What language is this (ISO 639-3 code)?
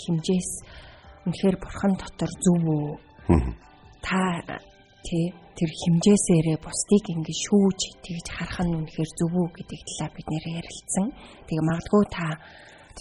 mon